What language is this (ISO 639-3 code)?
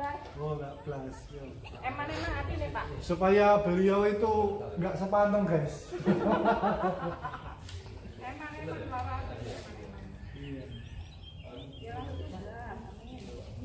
ind